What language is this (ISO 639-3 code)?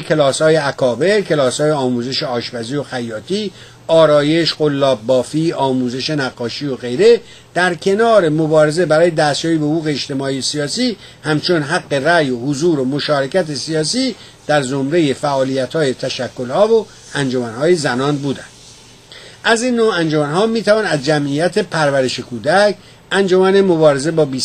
fas